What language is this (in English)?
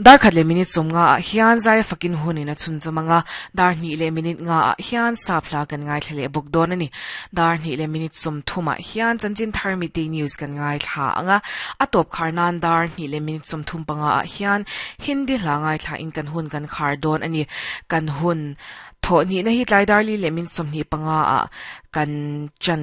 Mizo